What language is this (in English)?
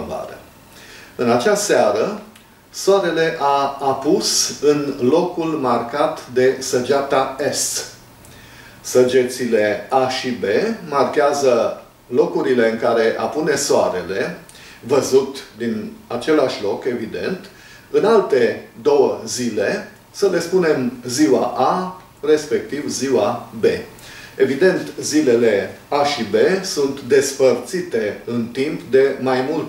Romanian